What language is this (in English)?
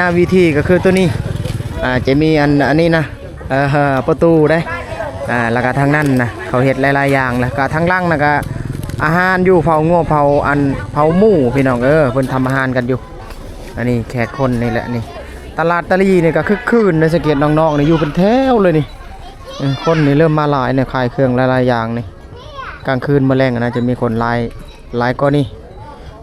Lao